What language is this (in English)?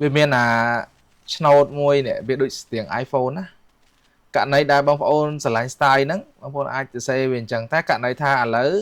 Khmer